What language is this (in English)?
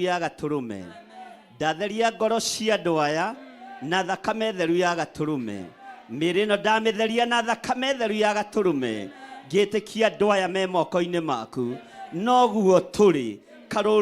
Kikuyu